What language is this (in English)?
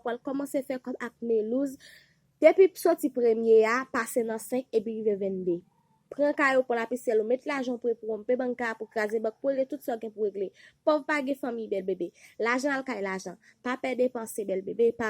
Haitian Creole